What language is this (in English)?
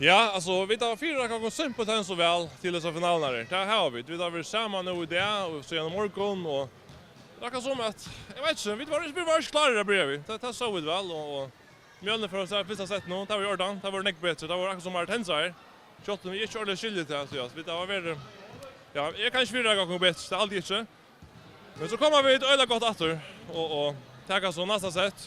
Faroese